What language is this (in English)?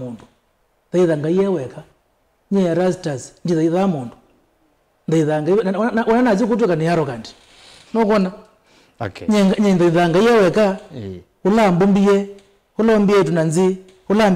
Kamba